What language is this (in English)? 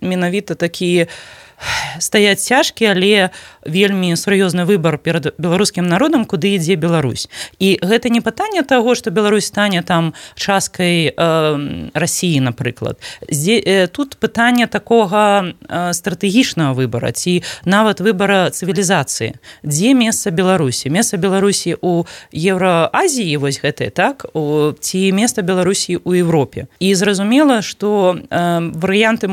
Belarusian